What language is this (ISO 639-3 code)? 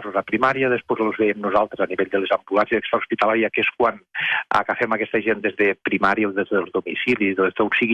cat